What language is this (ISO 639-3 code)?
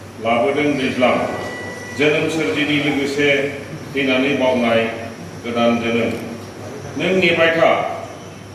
brx